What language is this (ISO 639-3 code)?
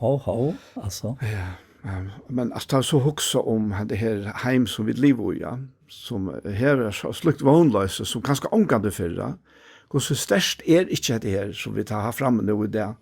fao